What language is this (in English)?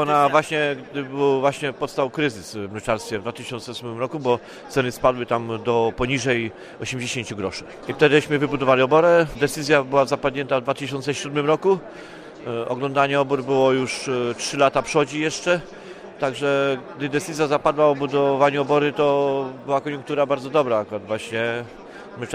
Polish